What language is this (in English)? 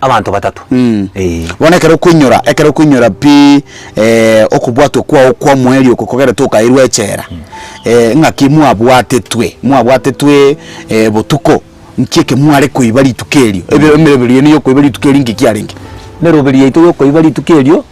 Gusii